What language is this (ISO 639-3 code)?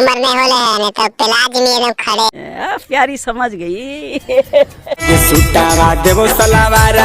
mag